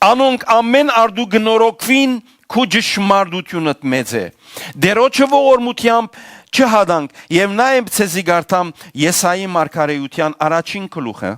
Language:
Western Armenian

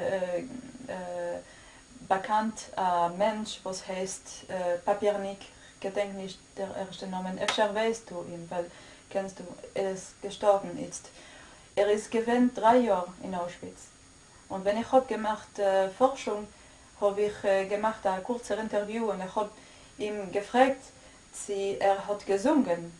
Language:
Yiddish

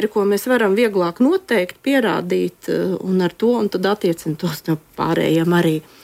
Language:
Latvian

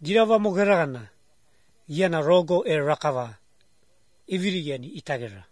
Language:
Macedonian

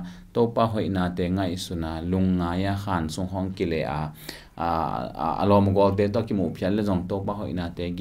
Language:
Tedim Chin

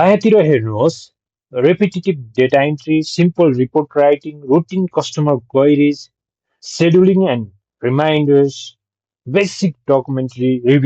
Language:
Nepali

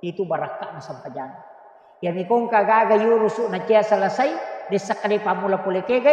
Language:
Buginese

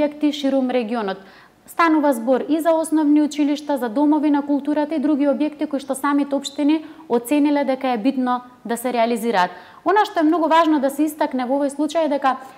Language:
Macedonian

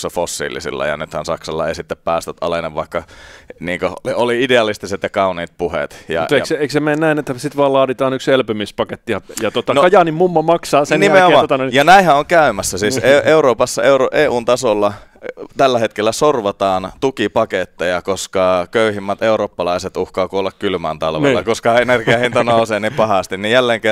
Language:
Finnish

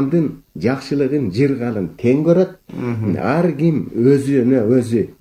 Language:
Kyrgyz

